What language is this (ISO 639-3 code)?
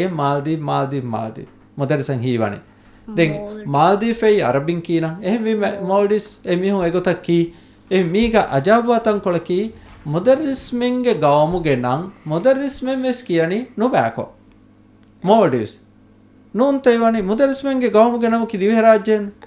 div